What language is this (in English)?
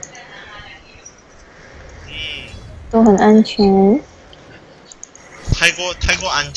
Chinese